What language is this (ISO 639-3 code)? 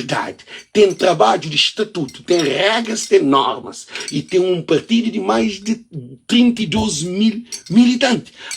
kea